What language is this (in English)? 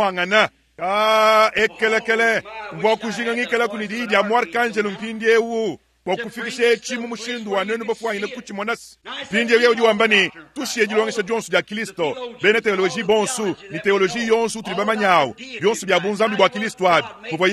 Luba-Lulua